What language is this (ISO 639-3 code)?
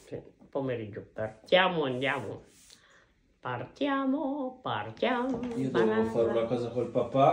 ita